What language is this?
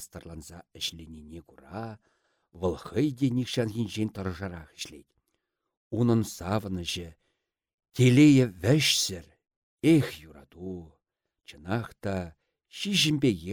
Chuvash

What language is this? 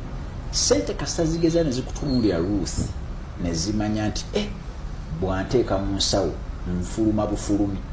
Ganda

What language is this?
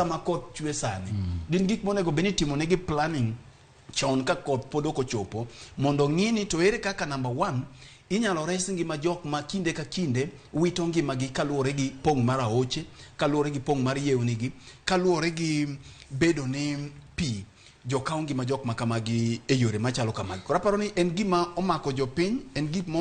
Luo (Kenya and Tanzania)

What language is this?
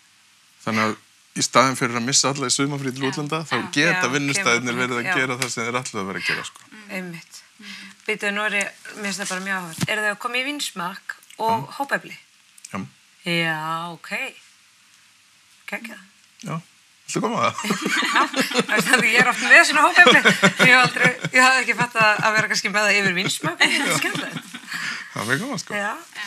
Icelandic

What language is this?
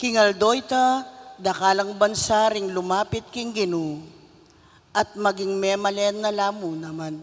Pampanga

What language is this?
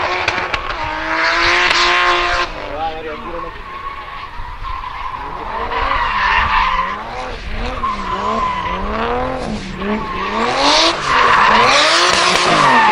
Icelandic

